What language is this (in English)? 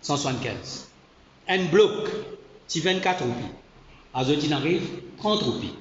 Morisyen